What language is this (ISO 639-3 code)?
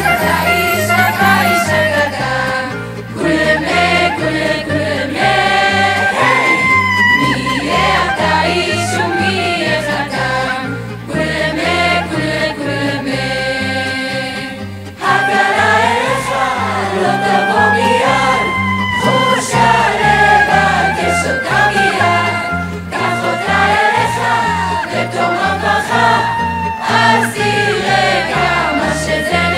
heb